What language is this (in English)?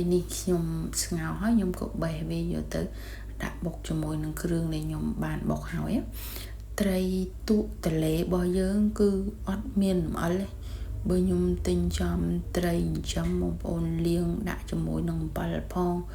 Khmer